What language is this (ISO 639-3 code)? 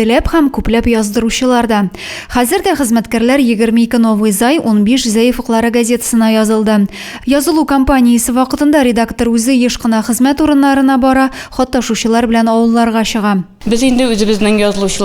tat